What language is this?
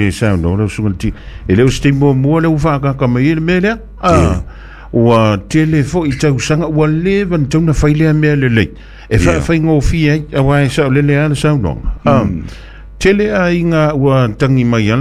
Samoan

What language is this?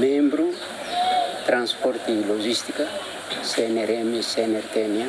Tetum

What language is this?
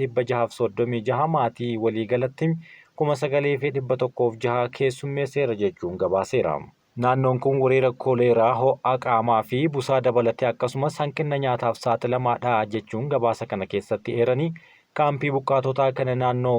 Oromo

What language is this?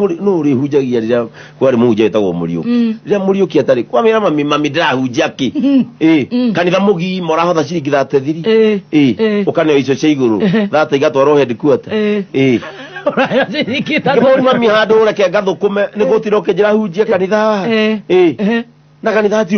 Kikuyu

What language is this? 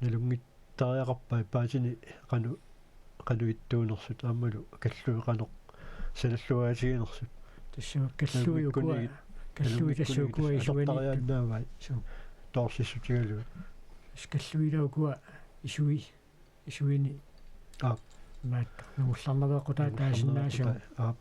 Kalaallisut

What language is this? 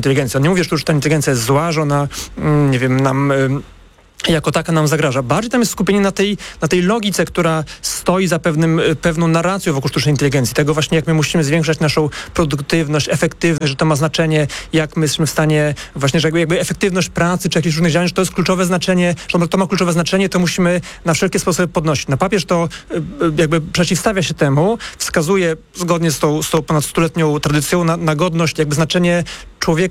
Polish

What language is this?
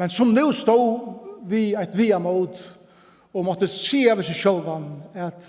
Faroese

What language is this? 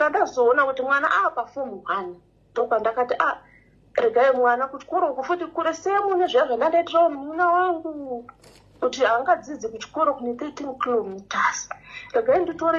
Shona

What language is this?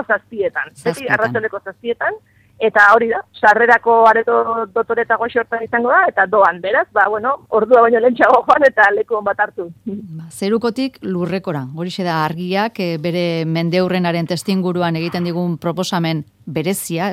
Basque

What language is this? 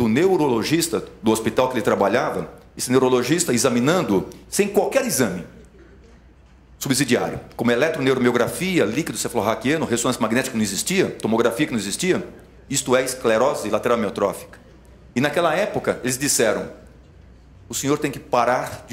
Portuguese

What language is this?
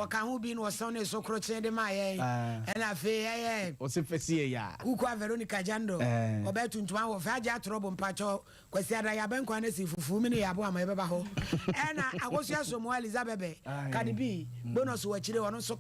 Akan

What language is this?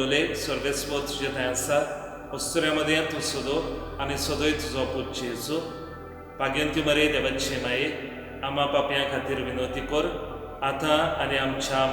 Konkani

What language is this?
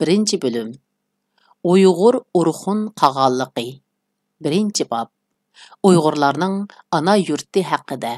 Uyghur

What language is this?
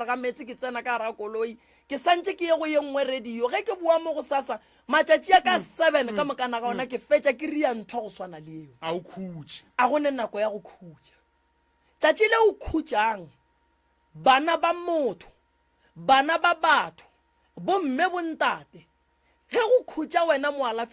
Northern Sotho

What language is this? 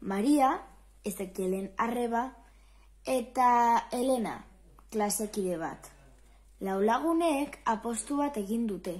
Basque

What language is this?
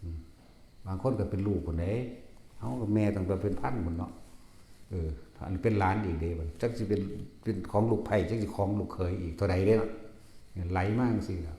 Northeastern Thai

